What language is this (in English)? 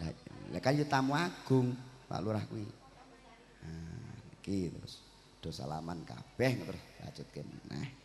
Javanese